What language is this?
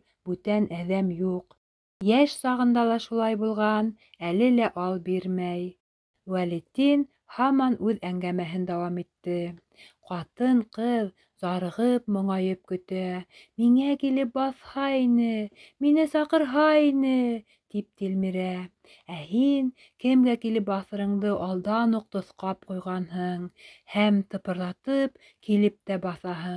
Bashkir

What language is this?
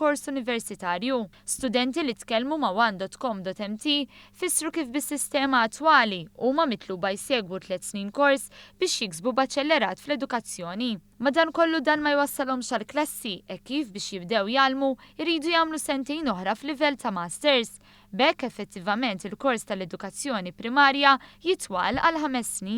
Maltese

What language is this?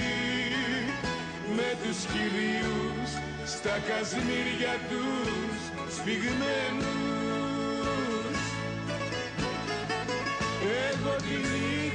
Greek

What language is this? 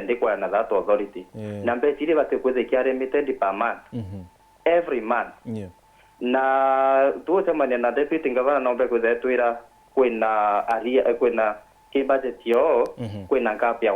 Meru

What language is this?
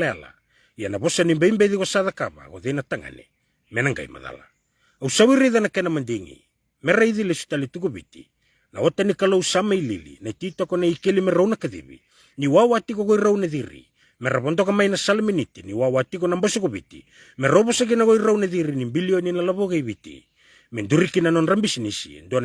Fijian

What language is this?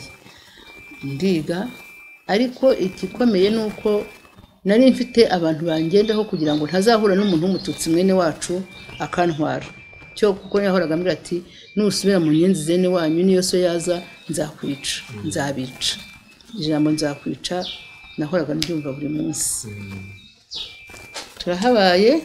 Kinyarwanda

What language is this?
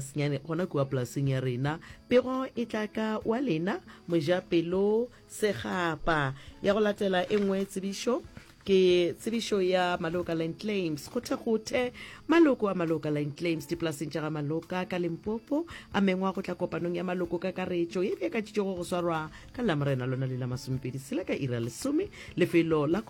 Northern Sotho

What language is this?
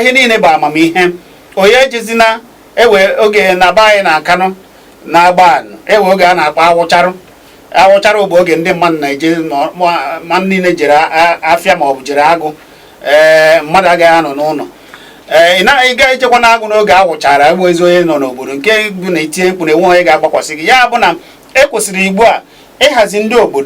Igbo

